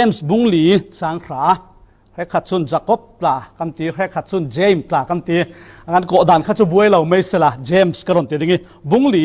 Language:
Falam Chin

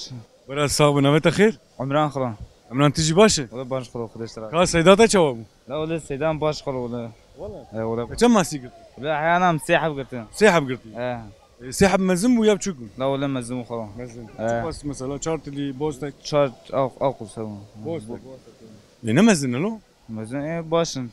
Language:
Kurdish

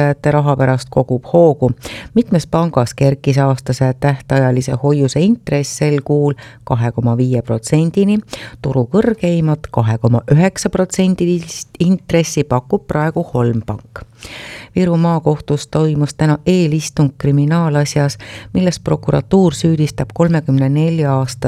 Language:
Estonian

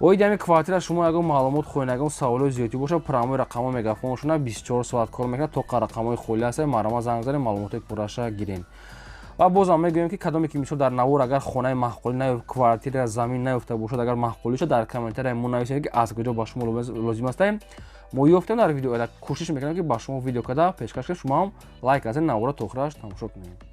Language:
Tajik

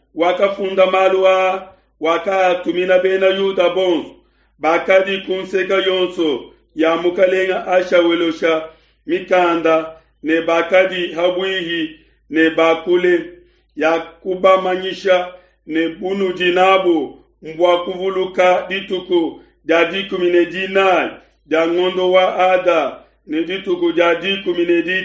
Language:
Luba-Lulua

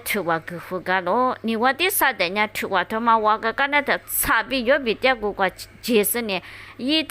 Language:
Lisu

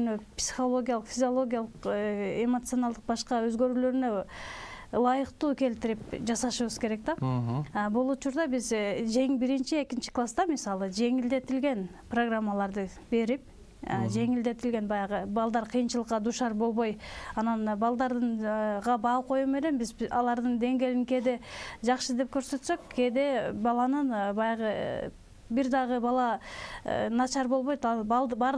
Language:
Kyrgyz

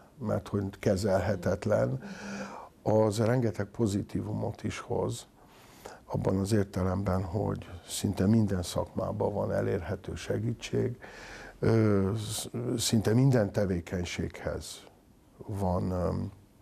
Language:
Hungarian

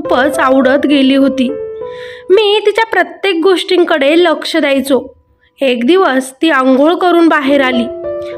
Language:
Marathi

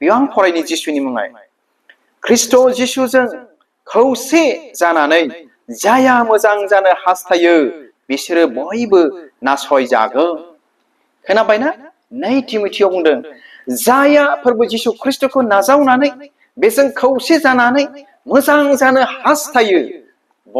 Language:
Bodo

